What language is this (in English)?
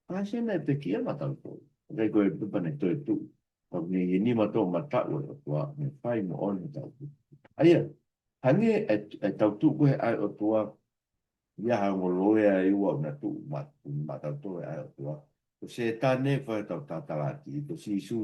Tongan